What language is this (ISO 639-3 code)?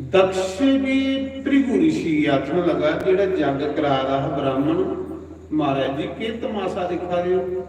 doi